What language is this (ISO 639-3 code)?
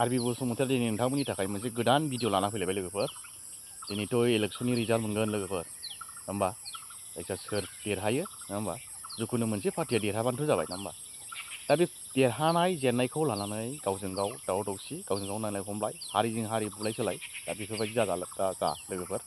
brx